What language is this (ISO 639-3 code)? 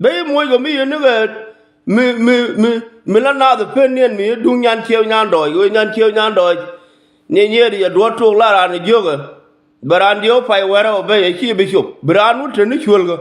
nus